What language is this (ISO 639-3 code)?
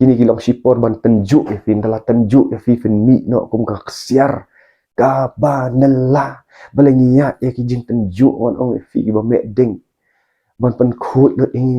kha